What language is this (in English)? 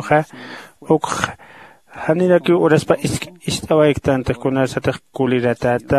Aymara